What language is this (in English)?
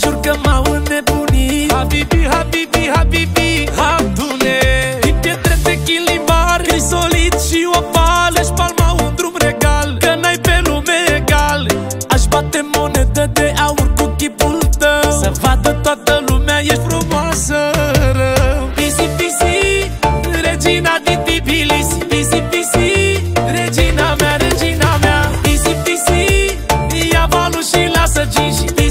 Romanian